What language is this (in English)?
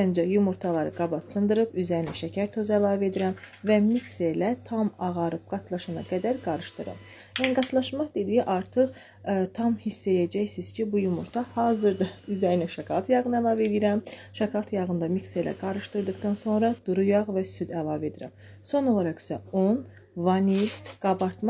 Azerbaijani